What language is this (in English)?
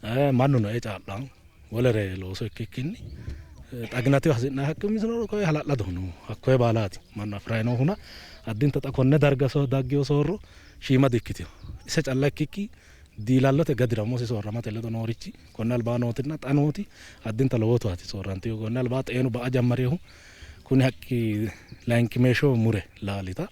Sidamo